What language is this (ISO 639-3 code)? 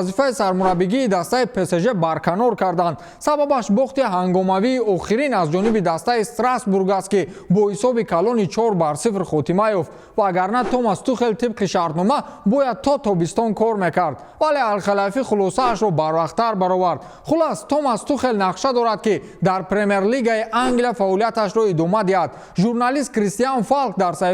tgk